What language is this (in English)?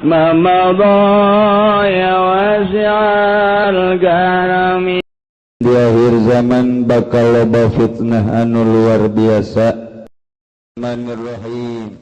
Sundanese